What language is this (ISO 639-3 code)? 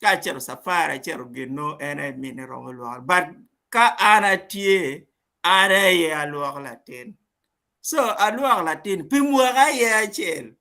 ach